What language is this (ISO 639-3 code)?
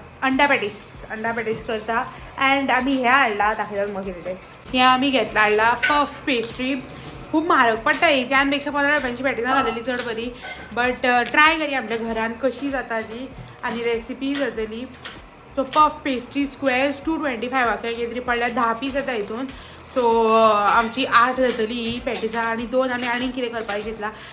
kok